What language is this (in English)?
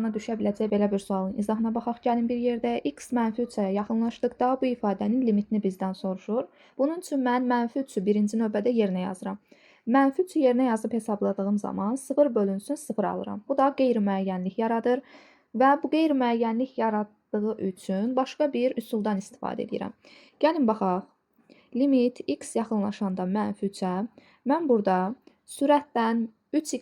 Azerbaijani